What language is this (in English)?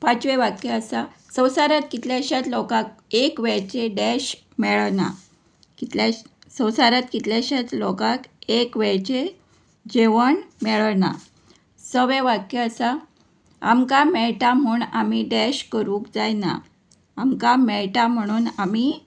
Konkani